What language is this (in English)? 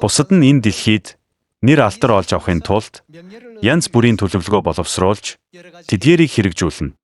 Mongolian